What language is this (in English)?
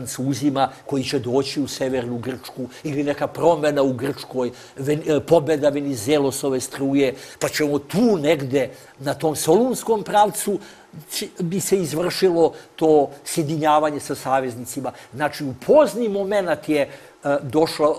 Serbian